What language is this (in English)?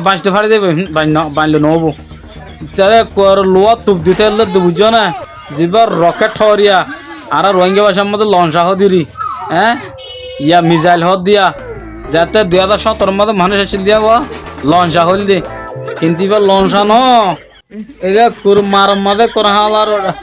Rohingya